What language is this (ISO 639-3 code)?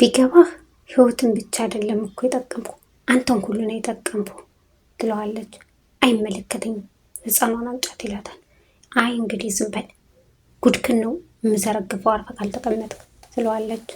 amh